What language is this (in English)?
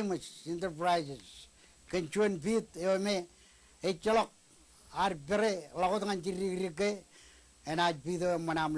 Marshallese